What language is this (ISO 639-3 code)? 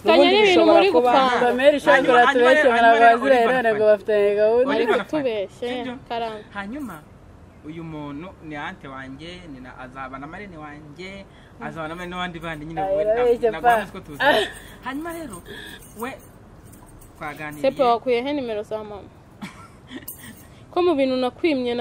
kin